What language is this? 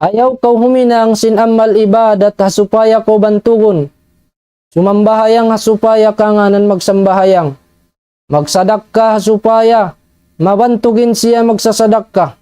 Tausug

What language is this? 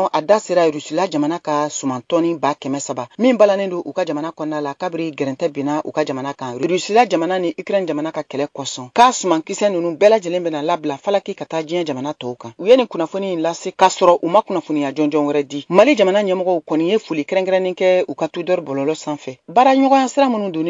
Bambara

